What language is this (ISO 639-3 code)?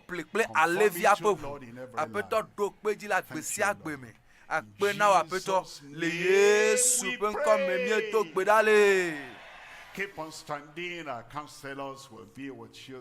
ewe